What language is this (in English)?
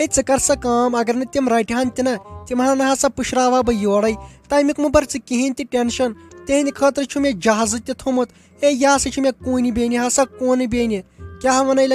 Kashmiri